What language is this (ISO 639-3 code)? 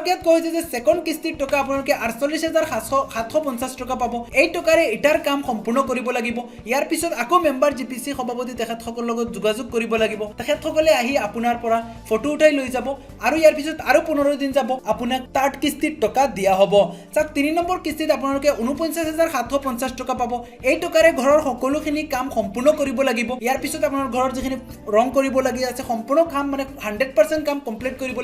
asm